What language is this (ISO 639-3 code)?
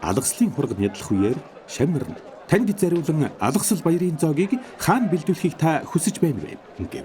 mon